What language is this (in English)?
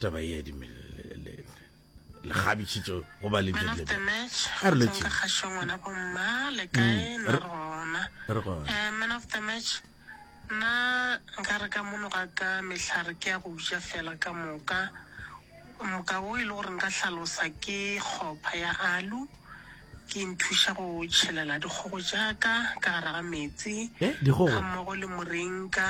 Northern Sotho